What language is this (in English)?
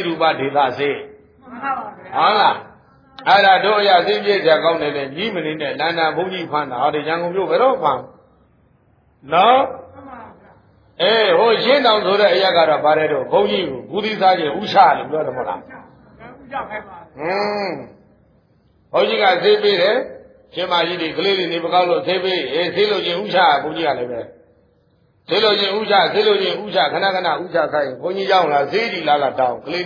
Burmese